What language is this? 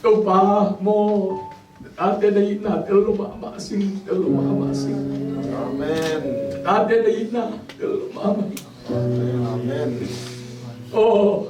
Tedim Chin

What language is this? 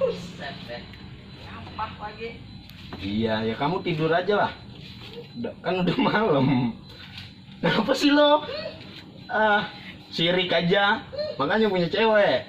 Betawi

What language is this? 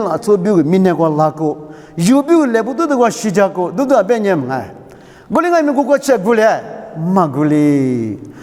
Lisu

